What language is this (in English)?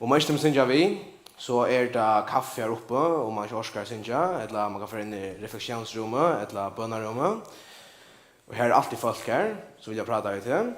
Faroese